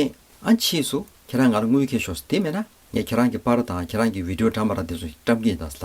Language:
Tibetan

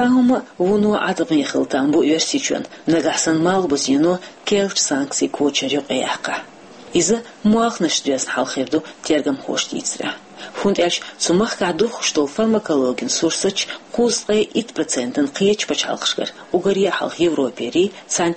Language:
Chechen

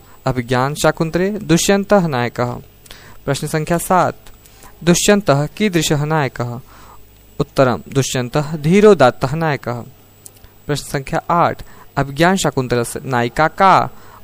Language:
Sanskrit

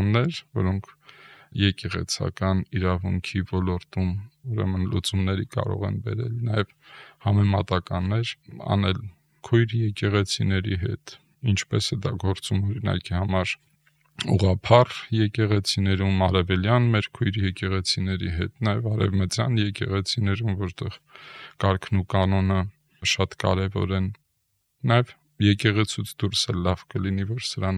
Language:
Armenian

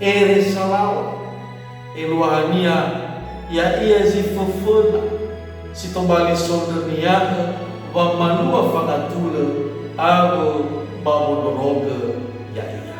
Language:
Nias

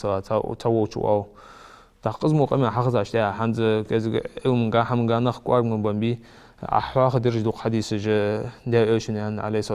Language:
Ingush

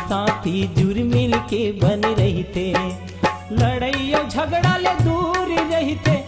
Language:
Chhattisgarhi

